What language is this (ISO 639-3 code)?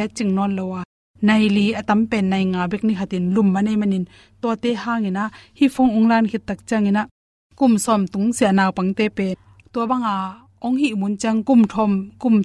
ctd